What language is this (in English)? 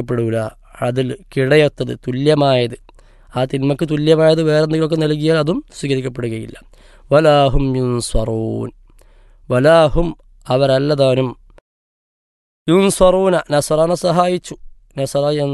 Malayalam